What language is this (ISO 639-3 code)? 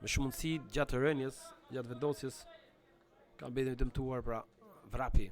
sqi